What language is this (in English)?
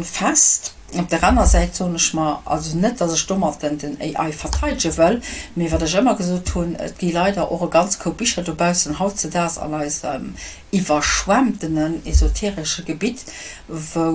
Luxembourgish